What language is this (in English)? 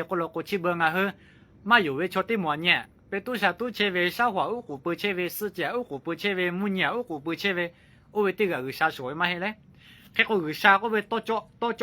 Lahu